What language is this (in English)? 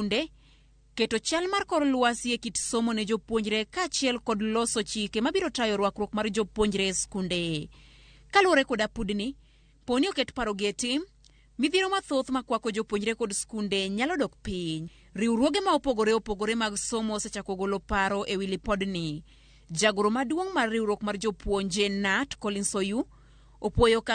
Luo (Kenya and Tanzania)